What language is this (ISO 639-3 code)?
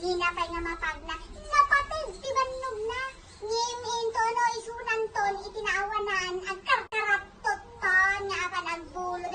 ilo